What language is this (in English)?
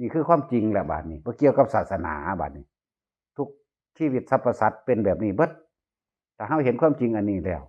Northeastern Thai